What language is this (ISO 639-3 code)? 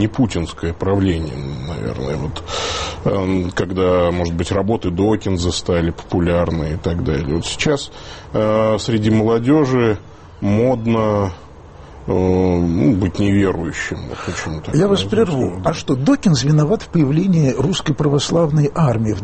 rus